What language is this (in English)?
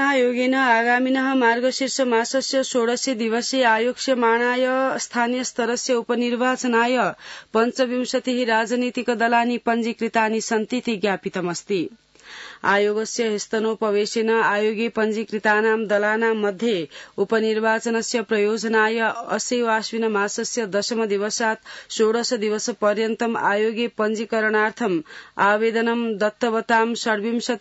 Sanskrit